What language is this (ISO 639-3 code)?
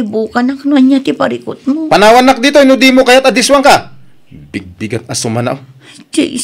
ilo